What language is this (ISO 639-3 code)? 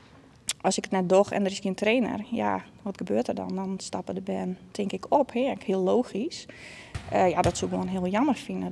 fry